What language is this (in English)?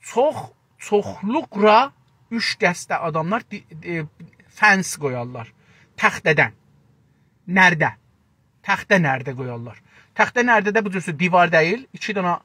South Azerbaijani